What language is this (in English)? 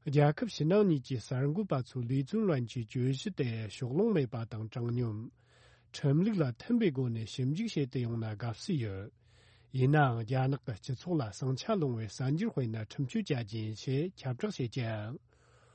Tibetan